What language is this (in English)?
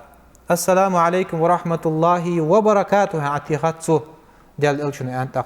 Ingush